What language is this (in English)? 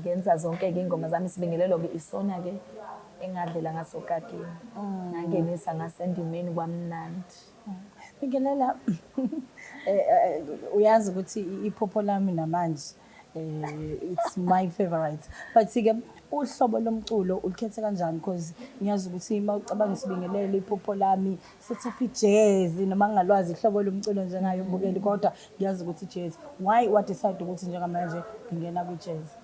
Zulu